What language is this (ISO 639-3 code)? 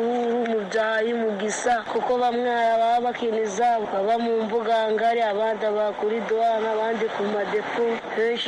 kin